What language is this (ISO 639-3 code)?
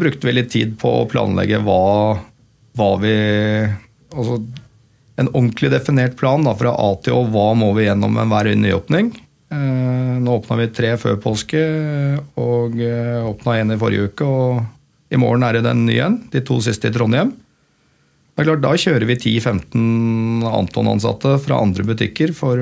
nor